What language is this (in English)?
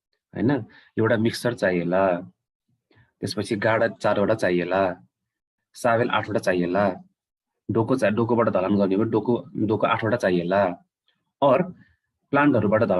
Nepali